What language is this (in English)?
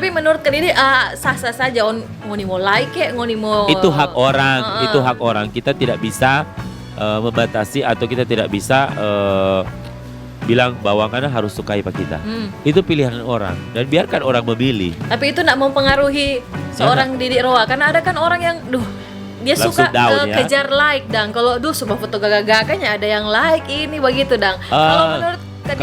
Manado Malay